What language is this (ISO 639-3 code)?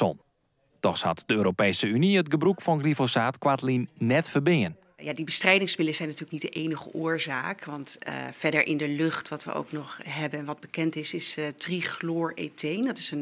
fry